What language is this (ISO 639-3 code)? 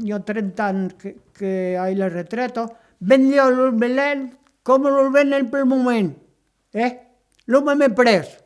oci